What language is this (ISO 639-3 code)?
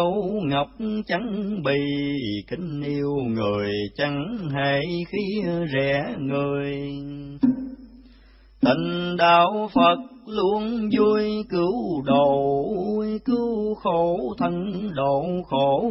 vie